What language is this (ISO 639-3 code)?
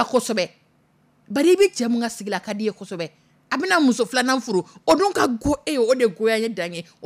dyu